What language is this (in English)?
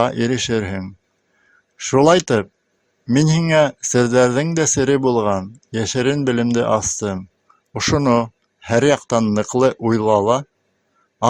Bashkir